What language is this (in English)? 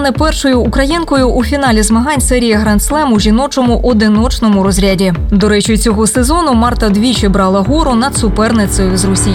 Ukrainian